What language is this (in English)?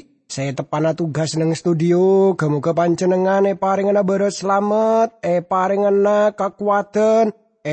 Madurese